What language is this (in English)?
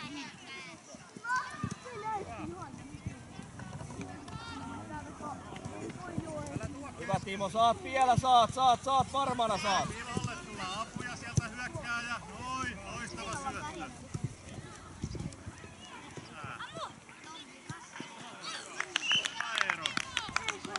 Finnish